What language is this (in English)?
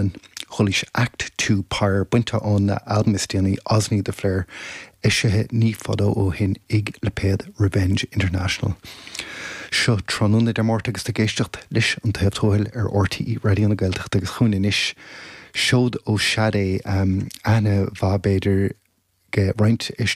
Irish